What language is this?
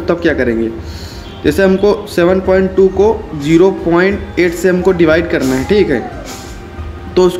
Hindi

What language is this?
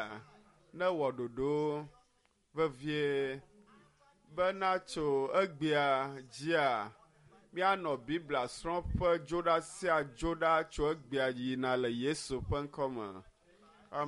Ewe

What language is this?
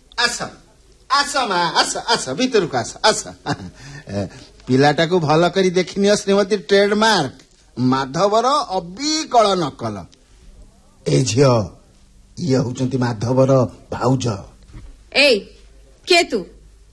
Odia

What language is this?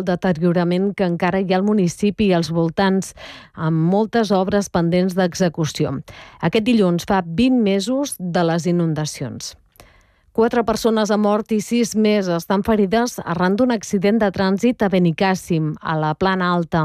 Catalan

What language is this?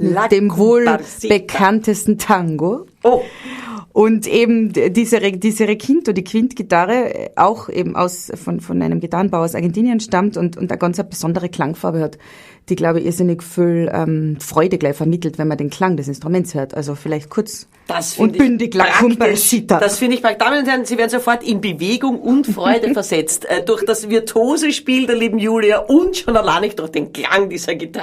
Bavarian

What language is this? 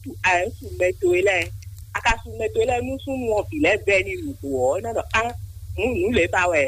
Fon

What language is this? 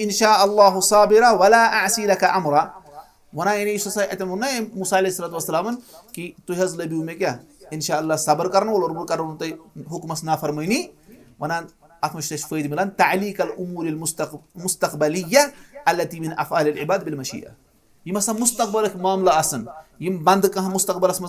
Kashmiri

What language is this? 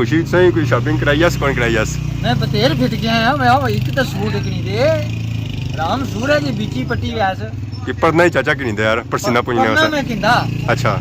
Pahari-Potwari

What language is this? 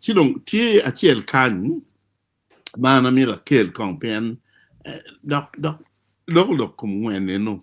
Acoli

